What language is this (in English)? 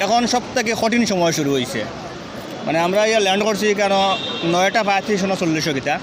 Sylheti